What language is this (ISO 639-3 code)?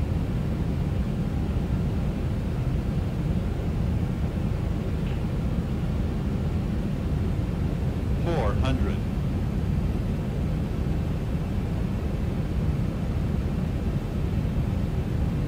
rus